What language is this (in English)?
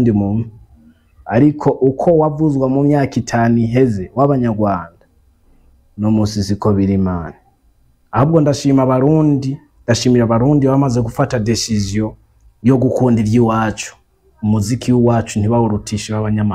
Rundi